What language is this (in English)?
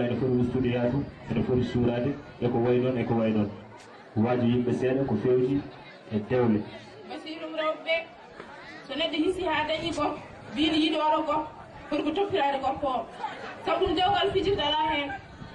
Fula